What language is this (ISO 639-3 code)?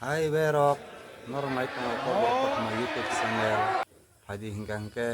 trp